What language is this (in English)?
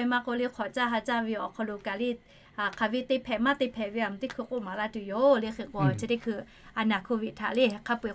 Lahu